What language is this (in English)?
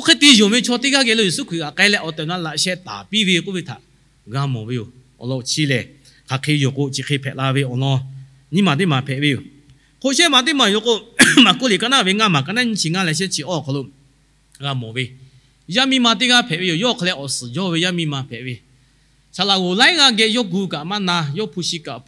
Lahu